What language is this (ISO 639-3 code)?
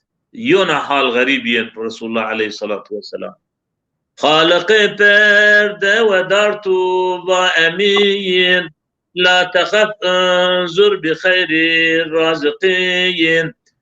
zza